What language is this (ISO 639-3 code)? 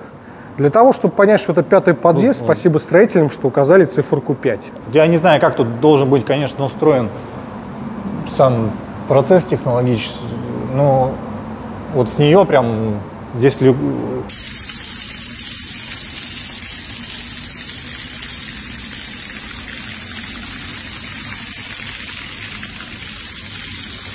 rus